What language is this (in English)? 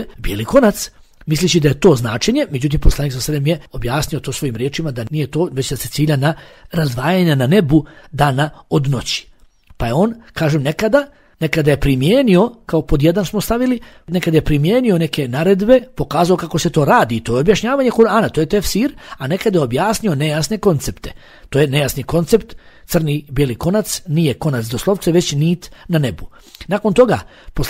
Bosnian